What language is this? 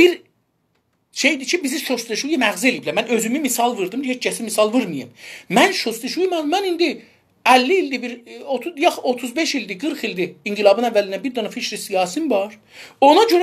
South Azerbaijani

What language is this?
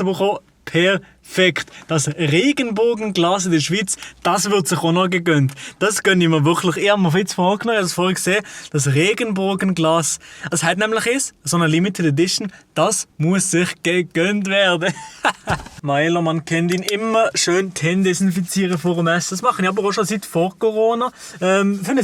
Swiss German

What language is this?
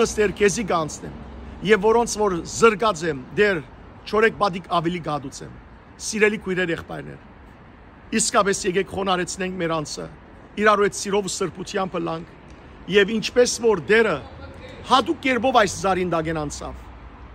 Western Armenian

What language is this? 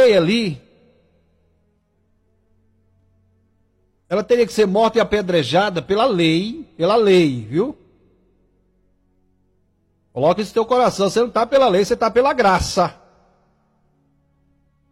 Portuguese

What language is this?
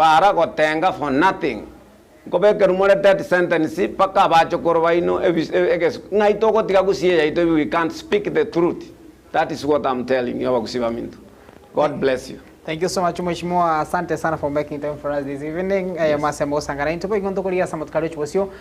Gusii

